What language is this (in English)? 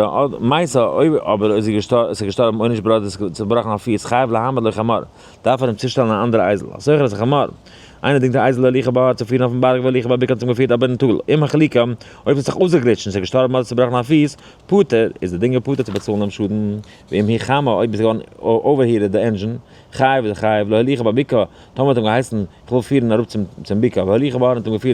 Yiddish